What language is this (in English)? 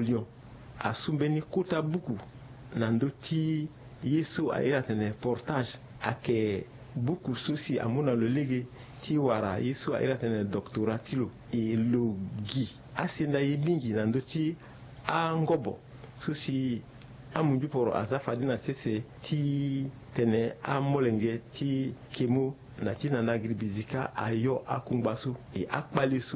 Sango